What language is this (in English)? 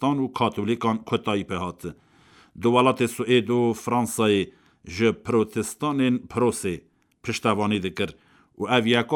Kurdish